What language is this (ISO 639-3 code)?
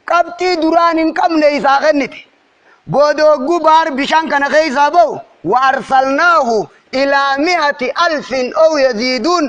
orm